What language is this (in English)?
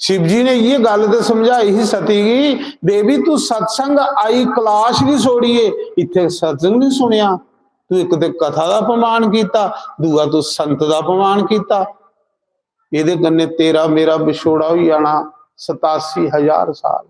Dogri